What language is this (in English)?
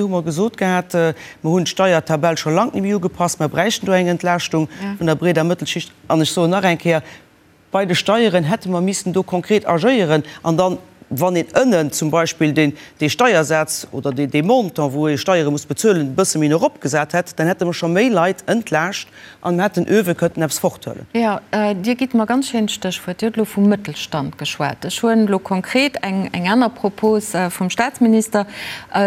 Luxembourgish